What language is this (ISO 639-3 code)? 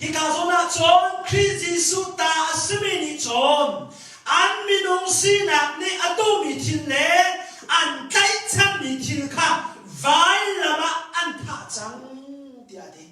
cnh